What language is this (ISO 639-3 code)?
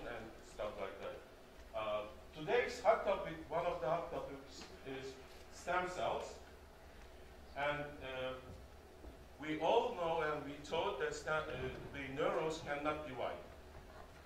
eng